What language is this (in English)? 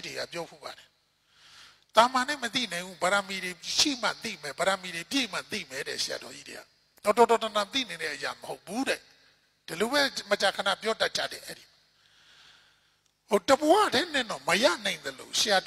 Burmese